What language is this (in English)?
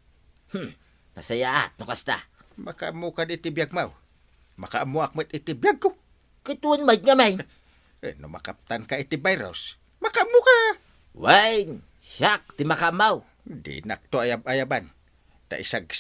Iloko